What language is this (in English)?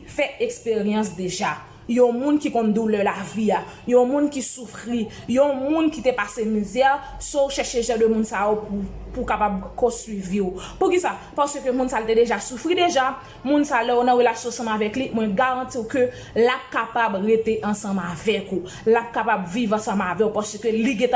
Haitian Creole